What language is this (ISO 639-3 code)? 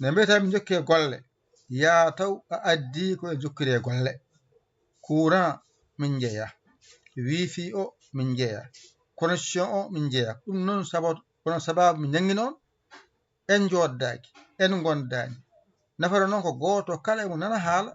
ful